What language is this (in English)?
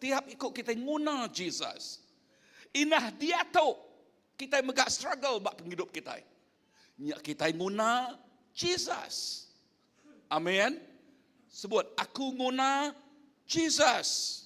Iban